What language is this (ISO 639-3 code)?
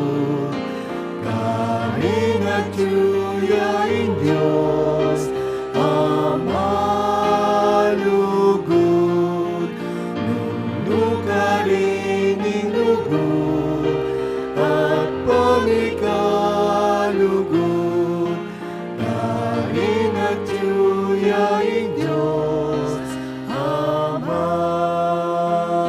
pam